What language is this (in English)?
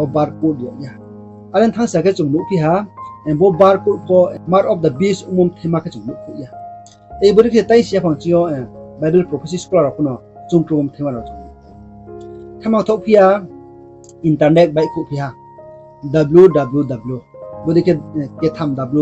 Riang (India)